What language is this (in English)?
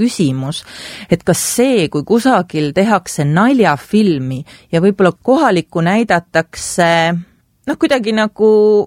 Estonian